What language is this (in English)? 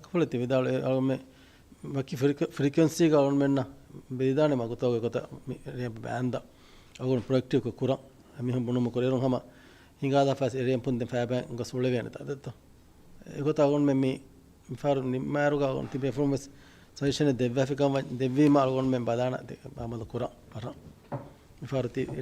Divehi